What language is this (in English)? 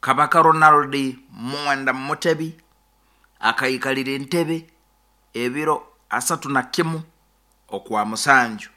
Nyoro